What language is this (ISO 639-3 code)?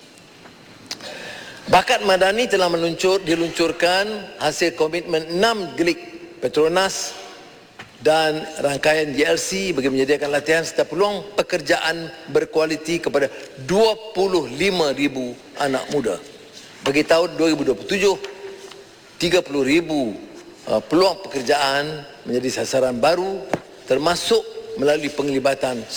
msa